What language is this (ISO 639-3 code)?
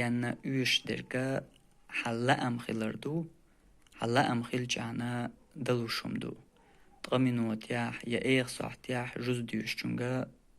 che